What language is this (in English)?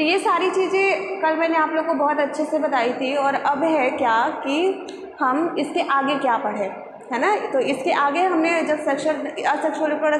Hindi